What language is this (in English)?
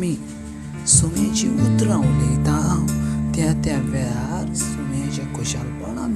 Konkani